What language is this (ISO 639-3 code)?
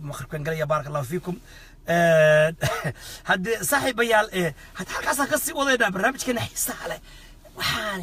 som